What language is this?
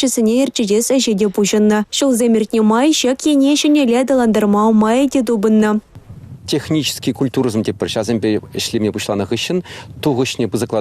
Chuvash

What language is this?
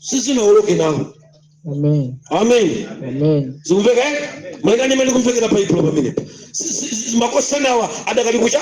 Nyanja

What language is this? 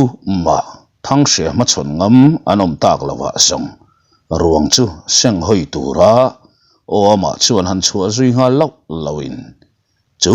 Mizo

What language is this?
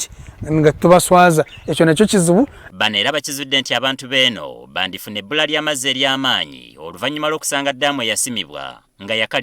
Ganda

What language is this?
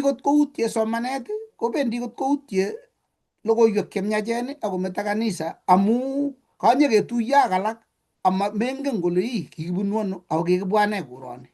Kalenjin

